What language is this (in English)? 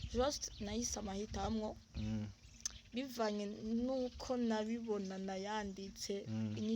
Rundi